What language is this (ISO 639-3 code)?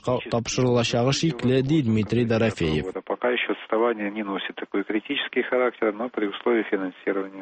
tat